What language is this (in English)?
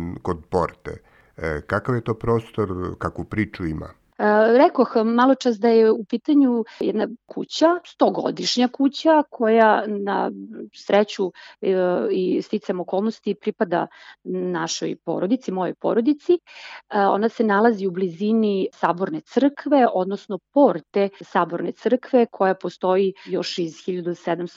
Serbian